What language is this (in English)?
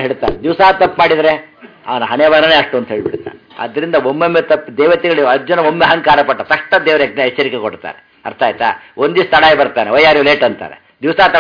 Kannada